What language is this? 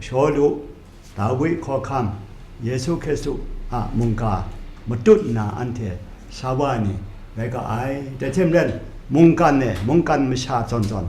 Kachin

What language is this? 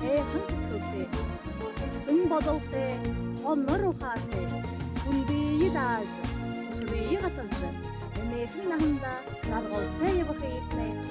Buriat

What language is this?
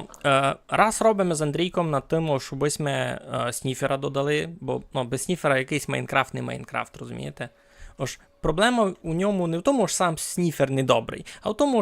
Rusyn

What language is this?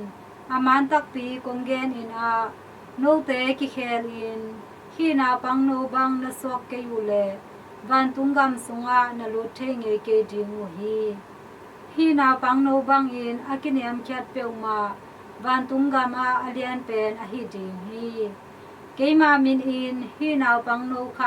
Tedim Chin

